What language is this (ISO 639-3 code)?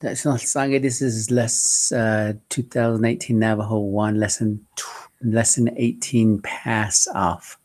nav